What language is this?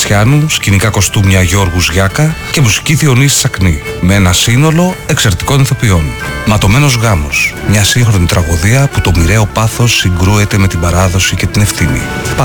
Greek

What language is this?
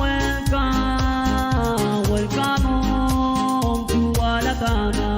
Pohnpeian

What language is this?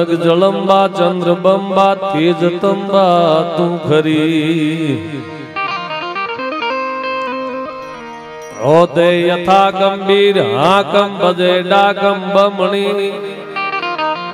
Gujarati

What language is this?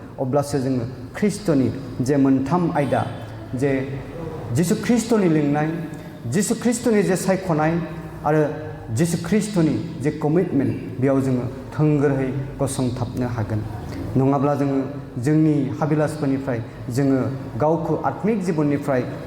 Bodo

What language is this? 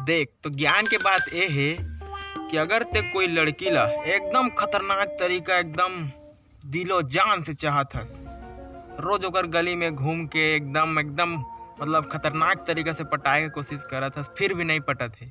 Chhattisgarhi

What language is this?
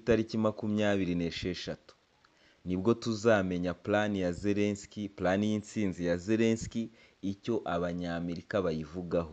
Kinyarwanda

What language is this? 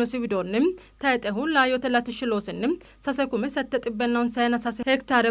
Sidamo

